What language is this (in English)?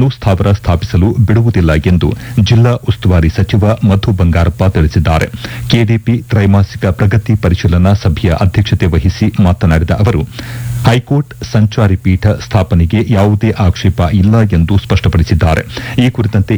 Kannada